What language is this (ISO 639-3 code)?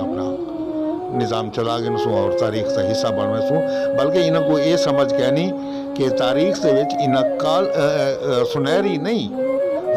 skr